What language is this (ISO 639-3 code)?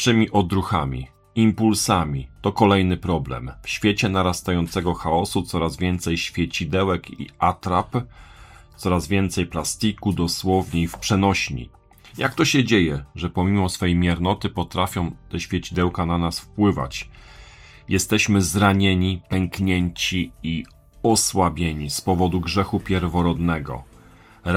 pol